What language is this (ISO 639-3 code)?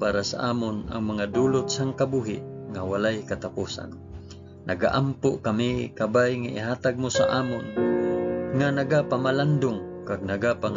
hil